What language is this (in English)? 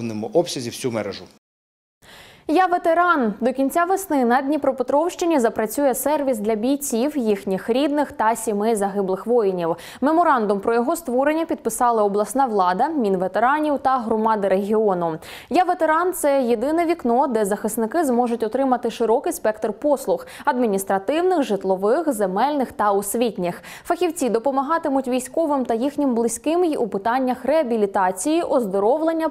Ukrainian